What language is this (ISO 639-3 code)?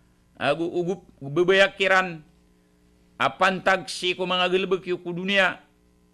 mrw